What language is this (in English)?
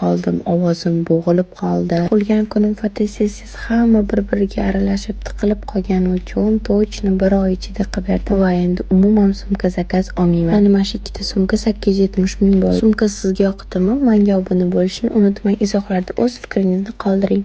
Uzbek